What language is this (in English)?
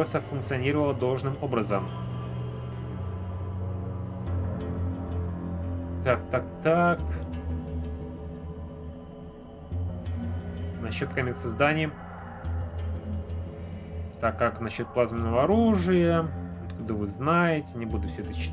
Russian